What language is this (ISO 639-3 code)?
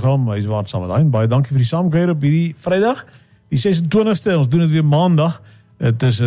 afr